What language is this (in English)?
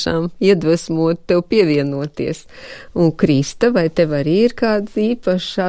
Latvian